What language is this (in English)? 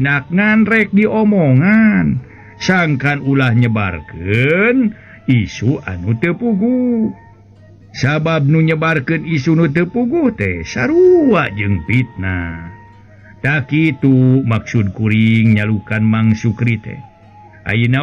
Sundanese